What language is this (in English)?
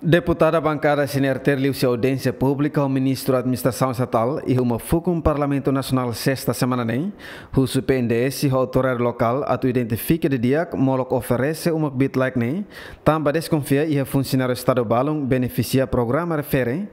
Tetum